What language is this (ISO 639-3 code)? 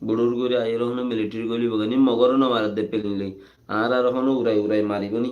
rhg